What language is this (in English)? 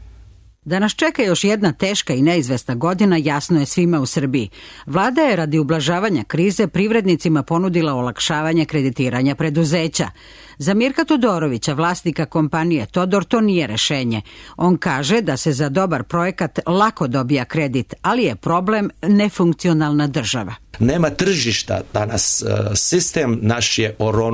Serbian